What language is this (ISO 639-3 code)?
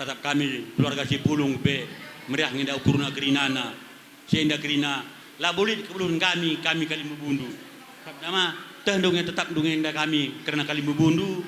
btx